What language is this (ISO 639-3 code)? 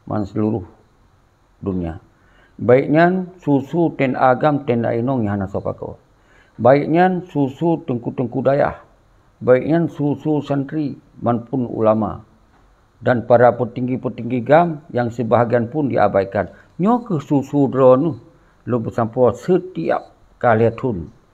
ace